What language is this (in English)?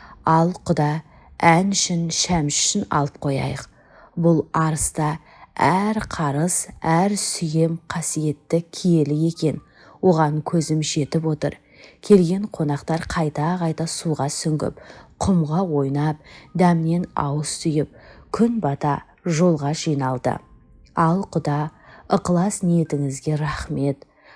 Kazakh